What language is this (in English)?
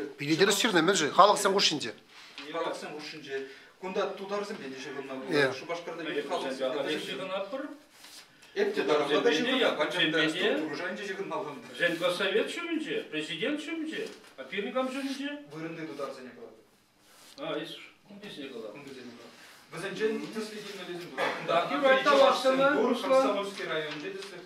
Chuvash